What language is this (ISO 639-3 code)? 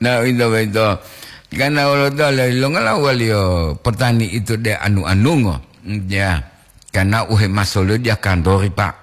gor